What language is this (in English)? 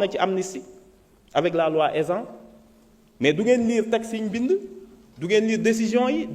Wolof